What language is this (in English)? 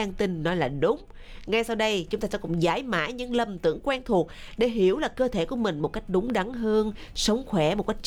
Vietnamese